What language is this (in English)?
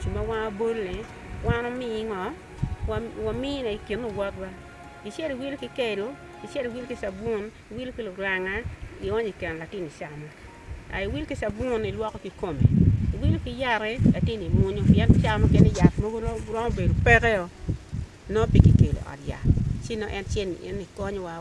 Acoli